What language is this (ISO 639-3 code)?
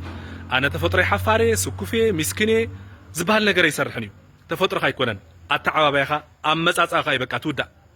tir